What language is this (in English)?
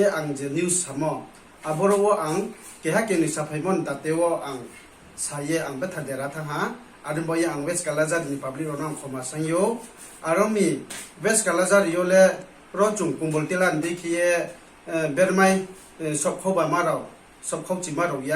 Riang (India)